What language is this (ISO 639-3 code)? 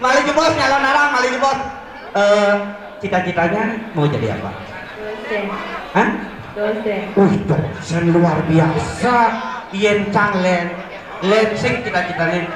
ban